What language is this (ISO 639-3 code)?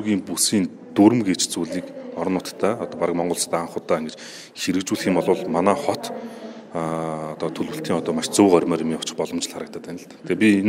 mon